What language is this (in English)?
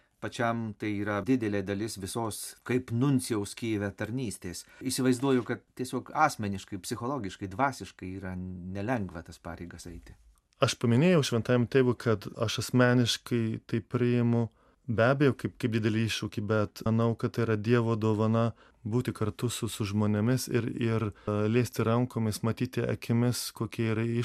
Lithuanian